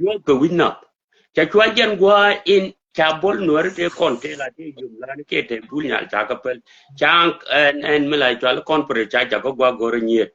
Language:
Nuer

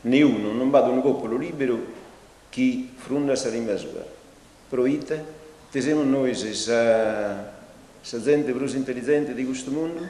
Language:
Sardinian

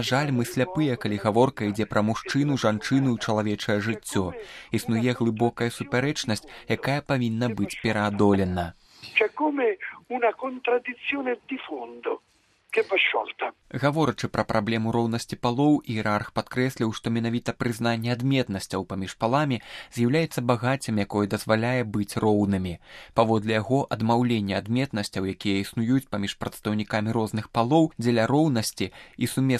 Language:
Belarusian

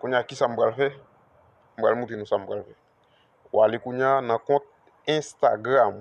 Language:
Haitian Creole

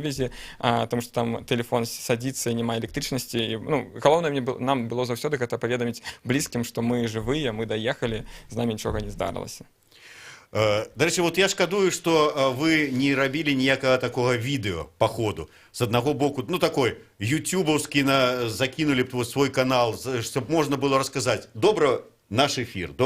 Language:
Belarusian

